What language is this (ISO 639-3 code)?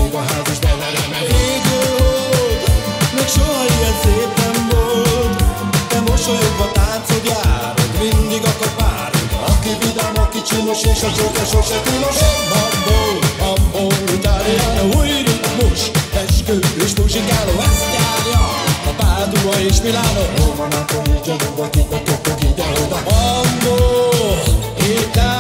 hun